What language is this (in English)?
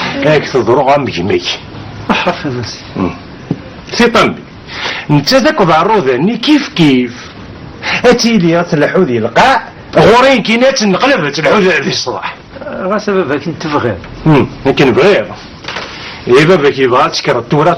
Kabyle